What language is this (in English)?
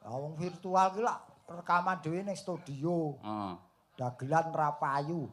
Javanese